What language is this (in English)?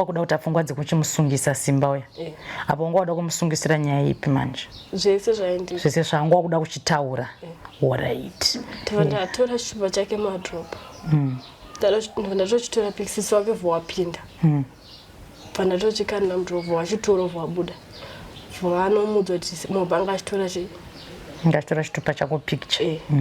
Shona